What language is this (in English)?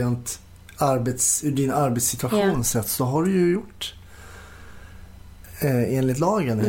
Swedish